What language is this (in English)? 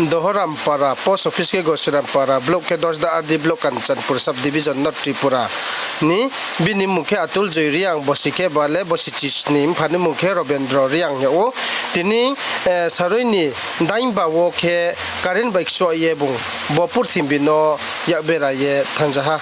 Riang (India)